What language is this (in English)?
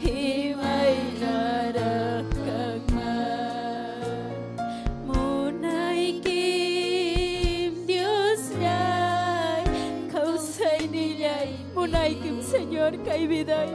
Ayacucho Quechua